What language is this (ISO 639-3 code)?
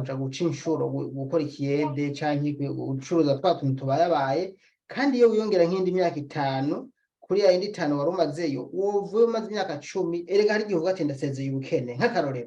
run